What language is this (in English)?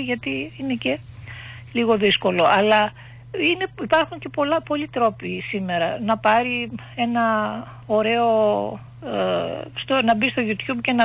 Greek